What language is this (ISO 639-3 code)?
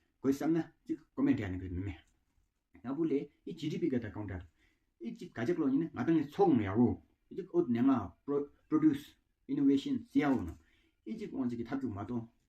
twm